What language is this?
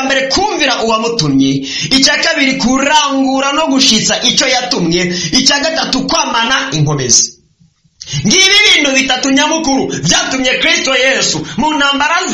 Rundi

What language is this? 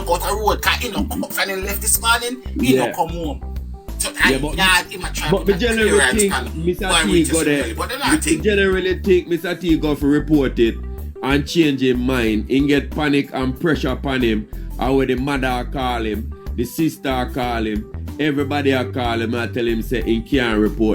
Jamaican Creole English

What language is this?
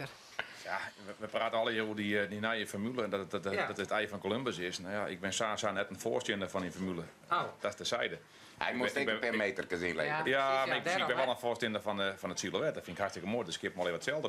Western Frisian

